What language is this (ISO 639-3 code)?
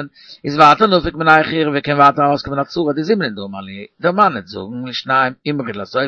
yid